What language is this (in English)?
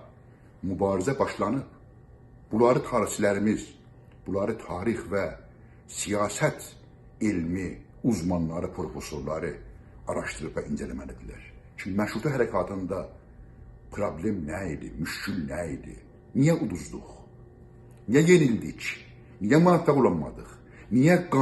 South Azerbaijani